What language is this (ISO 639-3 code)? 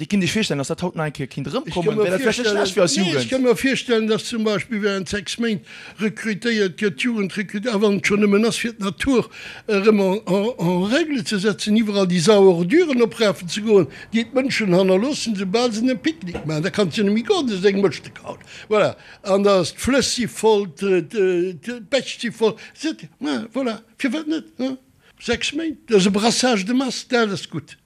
ltz